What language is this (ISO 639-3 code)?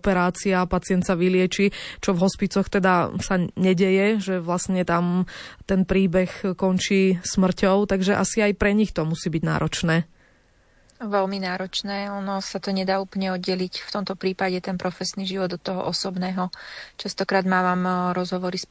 slk